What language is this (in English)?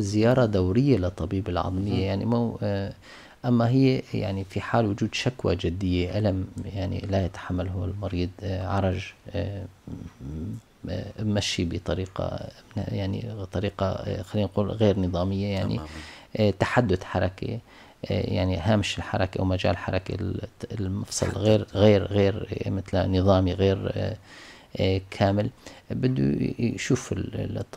North Levantine Arabic